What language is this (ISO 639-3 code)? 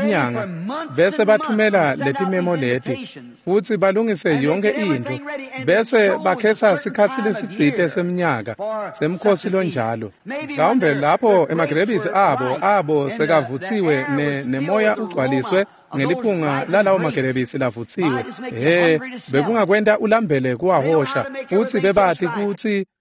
ssw